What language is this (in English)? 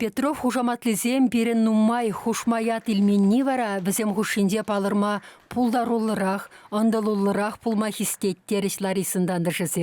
Chuvash